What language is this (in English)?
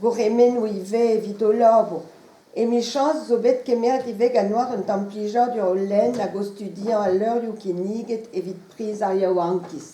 Breton